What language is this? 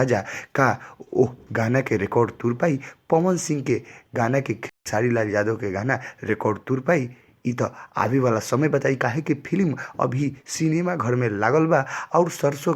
Bhojpuri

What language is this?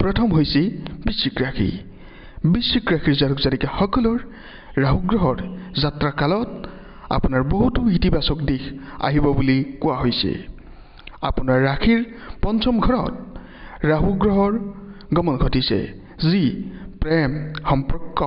Assamese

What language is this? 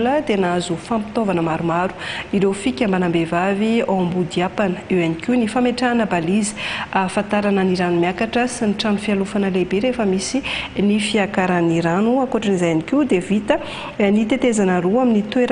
Malagasy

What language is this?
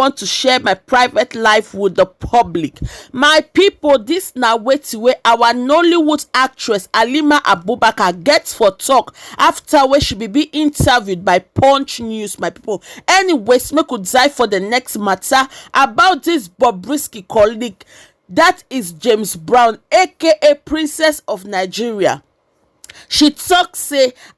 Nigerian Pidgin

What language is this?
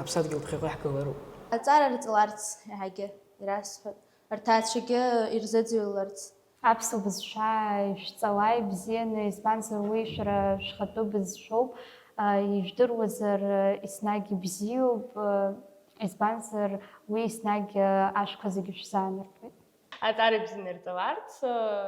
Abkhazian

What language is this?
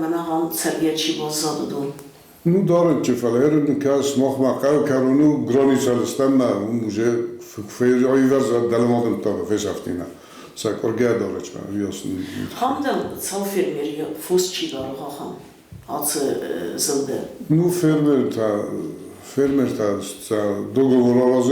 Ossetic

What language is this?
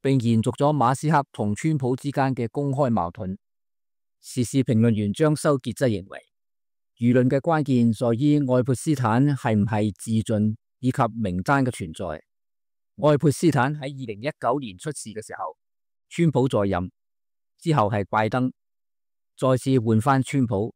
Cantonese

